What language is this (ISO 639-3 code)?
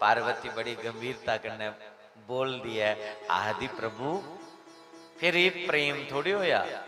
doi